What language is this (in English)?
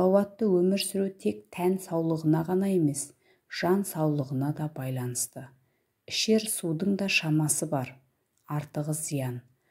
Kazakh